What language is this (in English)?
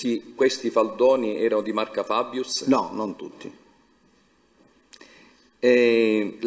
Italian